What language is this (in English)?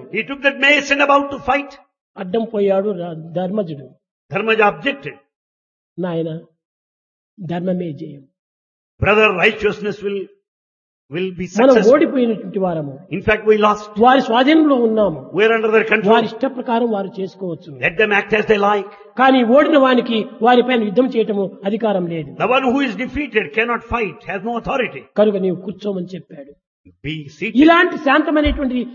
Telugu